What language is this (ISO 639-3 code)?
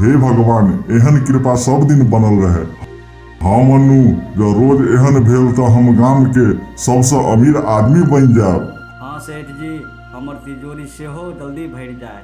mai